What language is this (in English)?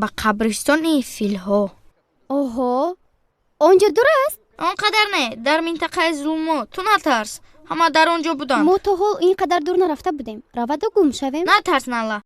Tajik